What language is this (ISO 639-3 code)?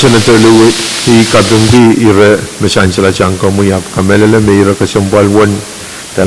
pon